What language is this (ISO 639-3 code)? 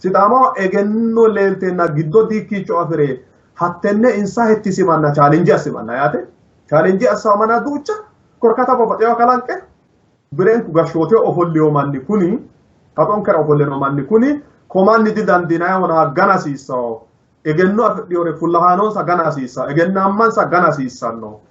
sid